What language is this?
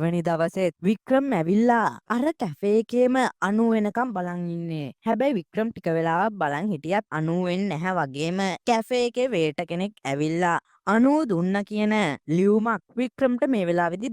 Sinhala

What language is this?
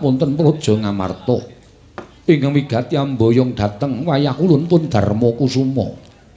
Javanese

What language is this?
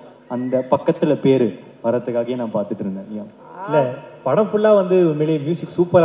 Tamil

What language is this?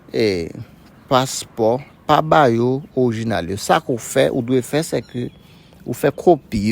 Haitian Creole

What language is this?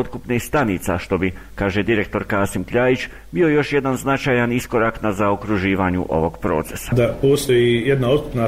Bosnian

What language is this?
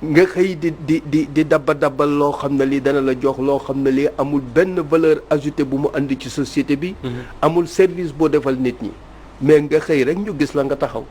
Wolof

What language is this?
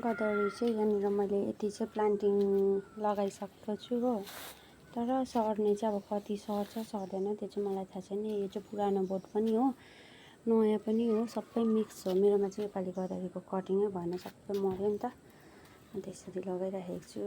Nepali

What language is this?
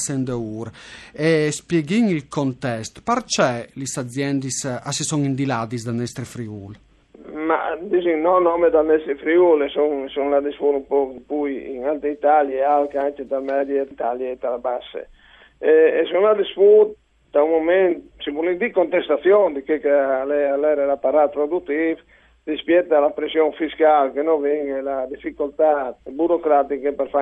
Friulian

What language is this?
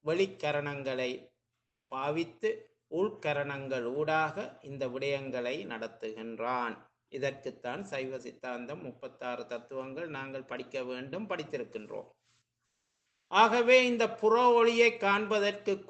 Tamil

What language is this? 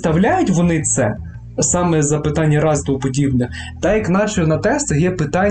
Ukrainian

